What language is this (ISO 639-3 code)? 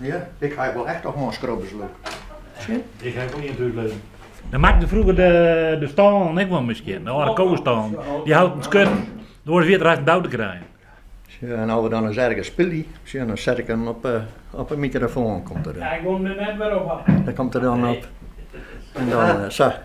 fry